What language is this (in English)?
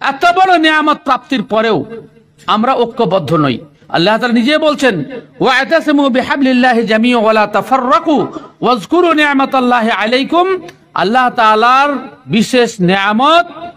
Bangla